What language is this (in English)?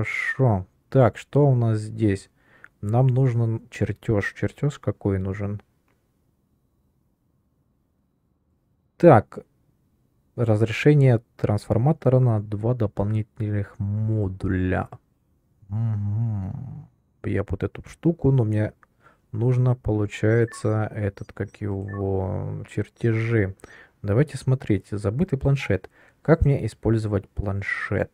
Russian